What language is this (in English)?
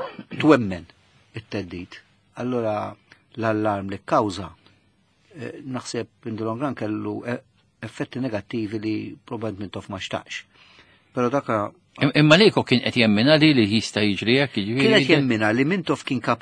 Maltese